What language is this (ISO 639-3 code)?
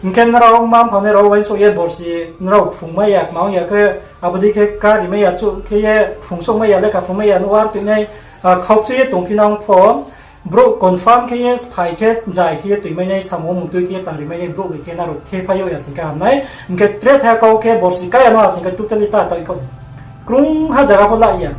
ria